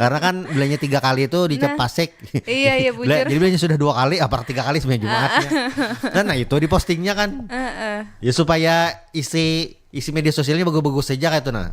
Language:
Banjar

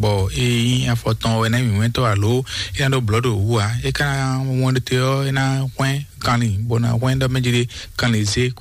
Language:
Fon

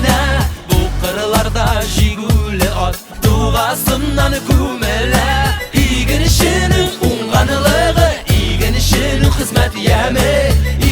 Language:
Bashkir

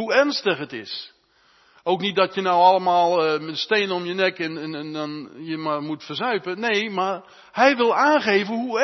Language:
Dutch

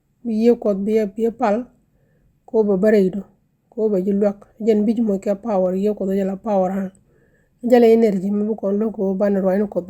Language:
Nuer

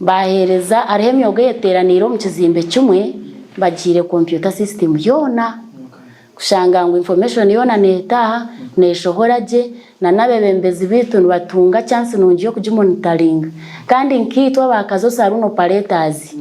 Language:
Nyankole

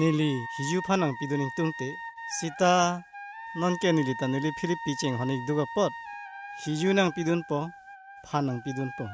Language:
Karbi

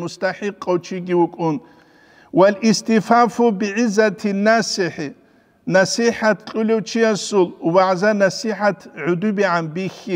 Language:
Avaric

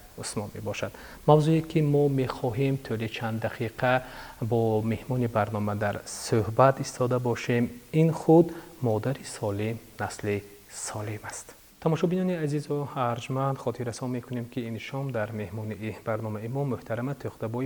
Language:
Tajik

